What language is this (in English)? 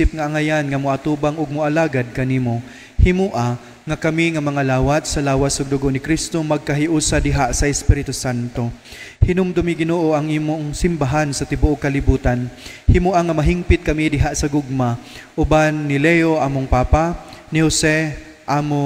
Cebuano